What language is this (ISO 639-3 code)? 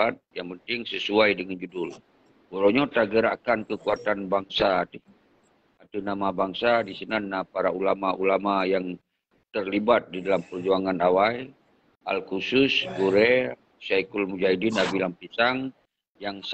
ace